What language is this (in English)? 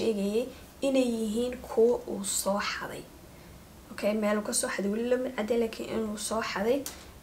Somali